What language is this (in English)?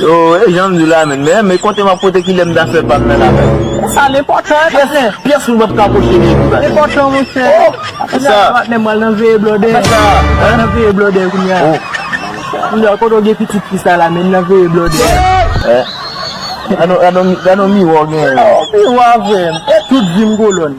Haitian Creole